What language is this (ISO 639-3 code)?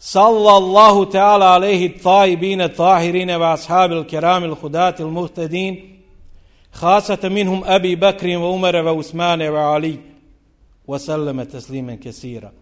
bos